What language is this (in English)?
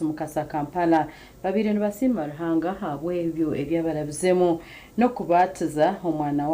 Nyankole